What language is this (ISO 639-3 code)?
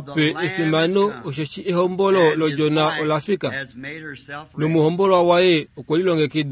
kua